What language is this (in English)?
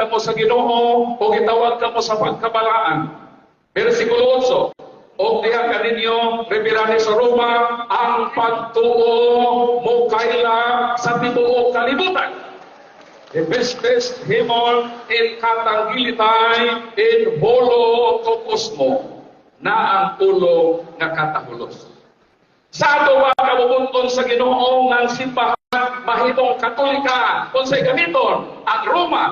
Cebuano